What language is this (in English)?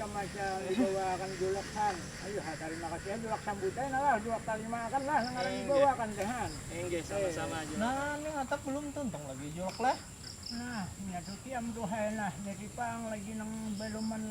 Banjar